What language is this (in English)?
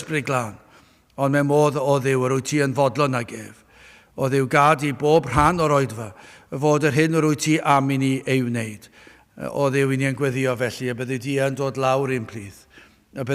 Welsh